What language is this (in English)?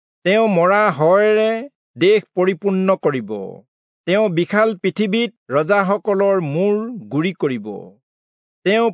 Assamese